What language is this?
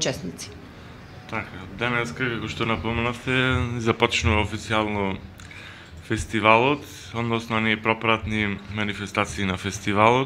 Macedonian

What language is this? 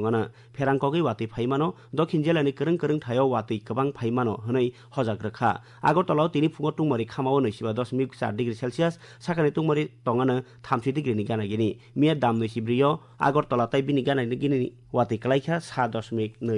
Kok Borok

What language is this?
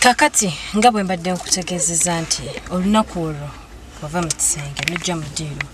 Ganda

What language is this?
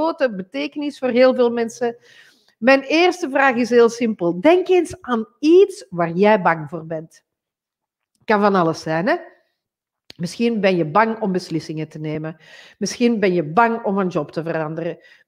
Dutch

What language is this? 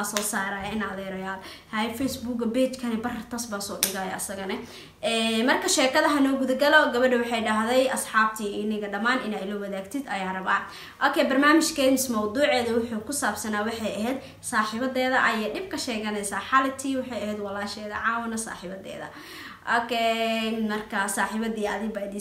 Somali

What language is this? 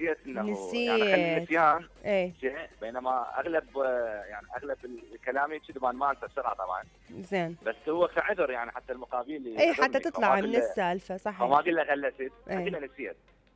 Mesopotamian Arabic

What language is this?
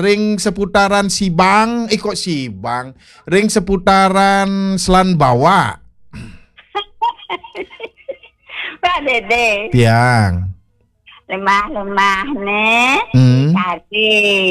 Balinese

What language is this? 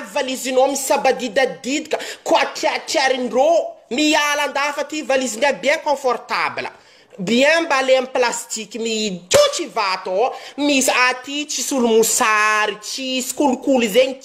Malagasy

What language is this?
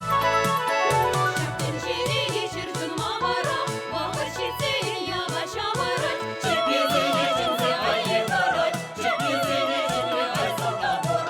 Chuvash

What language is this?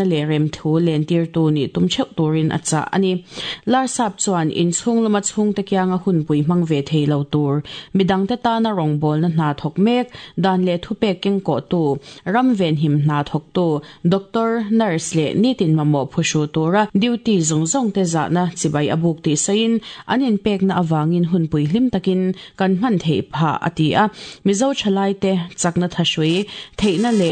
Mizo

